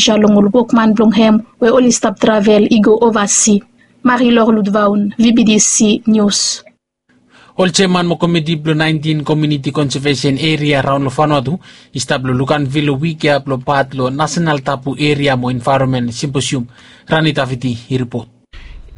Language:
Bislama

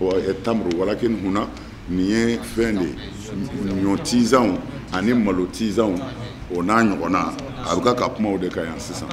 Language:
Bambara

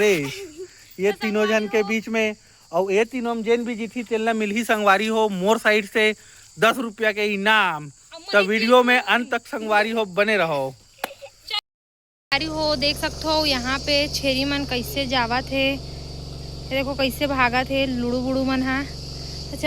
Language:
Chhattisgarhi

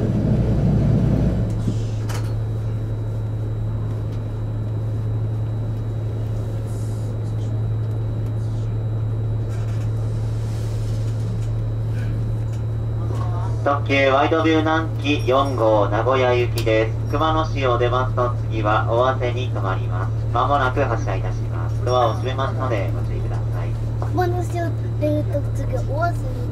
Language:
Japanese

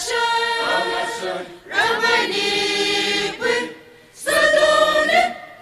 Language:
Poumei Naga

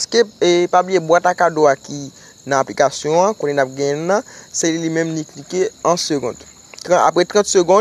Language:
Haitian Creole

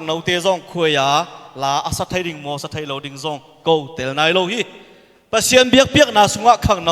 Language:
Tedim Chin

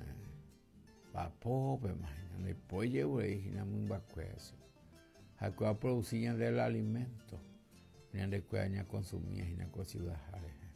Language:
Guarani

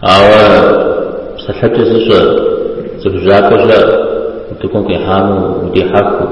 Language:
Kabardian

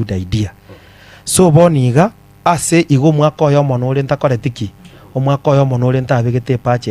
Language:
Gusii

